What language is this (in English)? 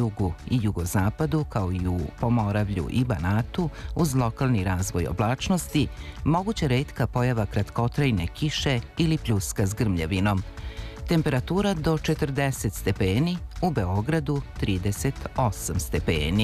Serbian